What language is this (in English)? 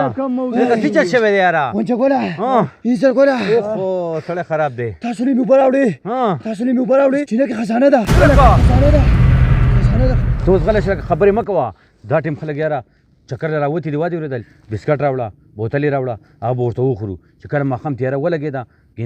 Pashto